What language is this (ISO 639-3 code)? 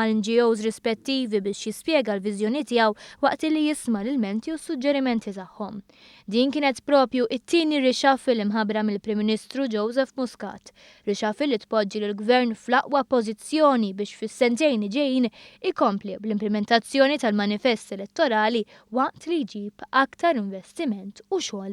mlt